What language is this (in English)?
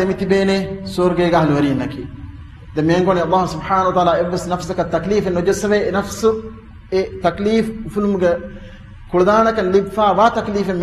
Divehi